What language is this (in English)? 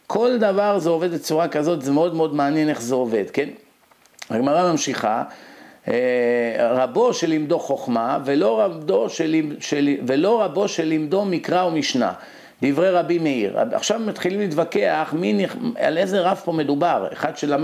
Hebrew